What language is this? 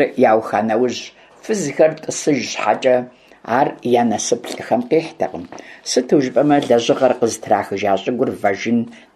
Kabardian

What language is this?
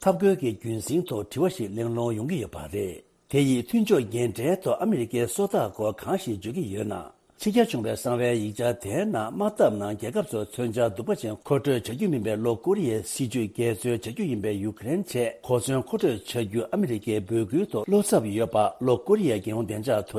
Tibetan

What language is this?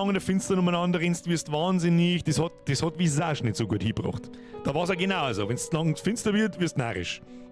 Bavarian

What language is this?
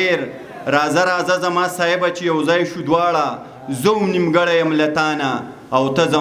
Pashto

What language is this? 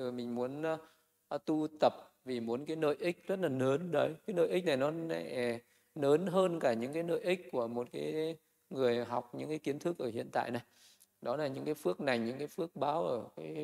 Vietnamese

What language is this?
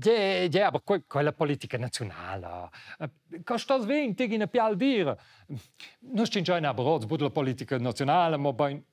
Romansh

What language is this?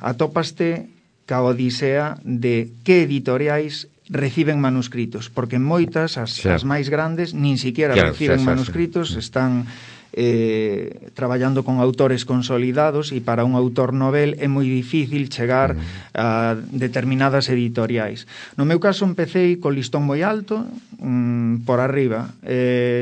Galician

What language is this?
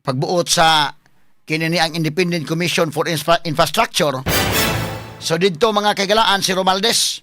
Cebuano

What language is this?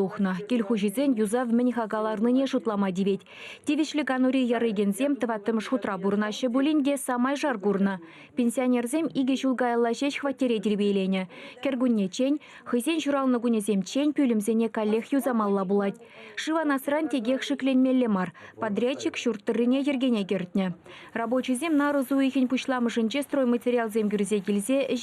Chuvash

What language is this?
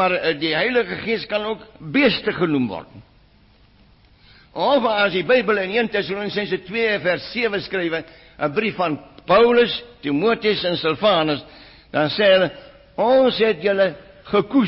Afrikaans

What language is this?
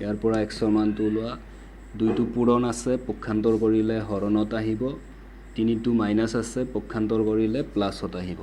Assamese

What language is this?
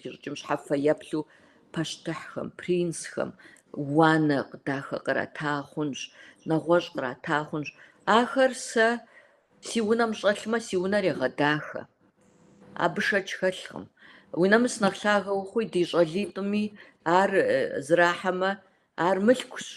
Kabardian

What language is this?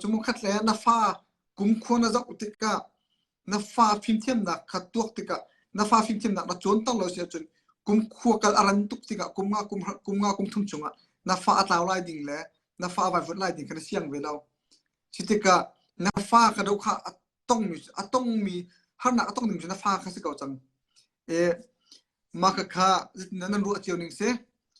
Hakha Chin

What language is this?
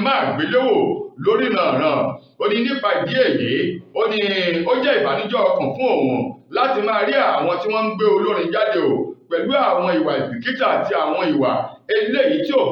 Yoruba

